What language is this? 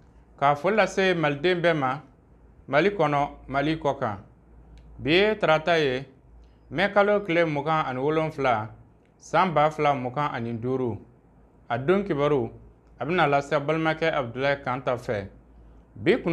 Bambara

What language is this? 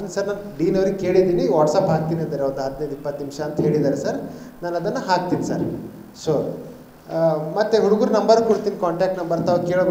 Kannada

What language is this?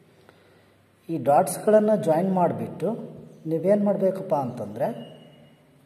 Kannada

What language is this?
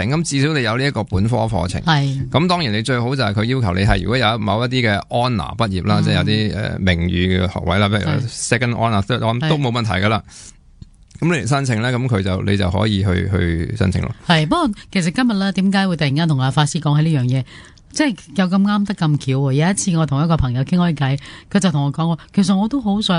Cantonese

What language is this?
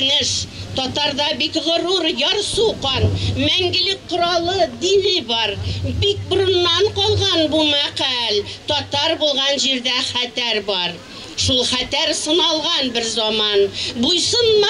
Bashkir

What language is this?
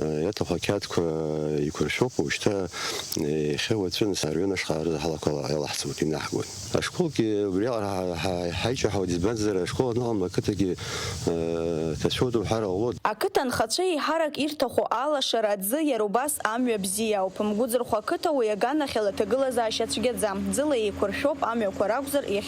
Abkhazian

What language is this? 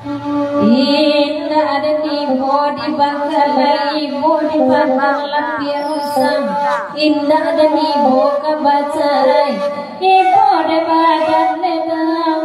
Minangkabau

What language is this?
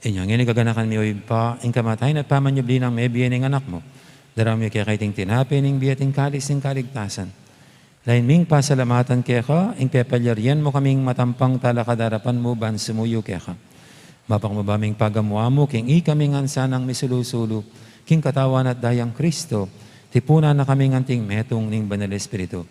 Pampanga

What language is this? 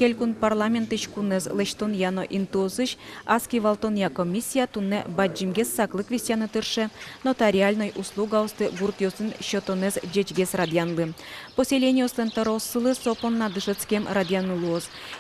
Udmurt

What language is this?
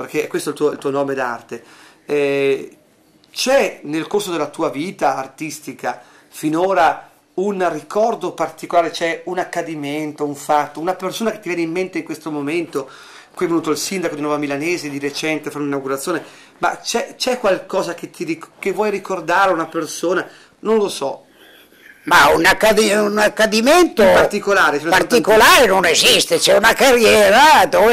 Italian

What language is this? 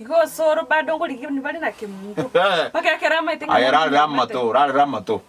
Gusii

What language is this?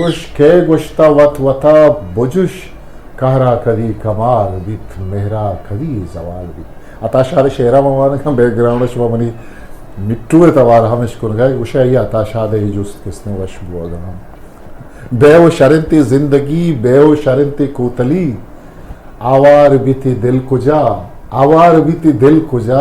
Eastern Balochi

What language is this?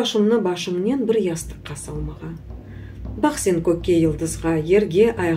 Crimean Tatar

